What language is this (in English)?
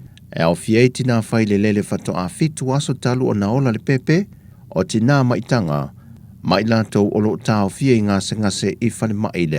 Samoan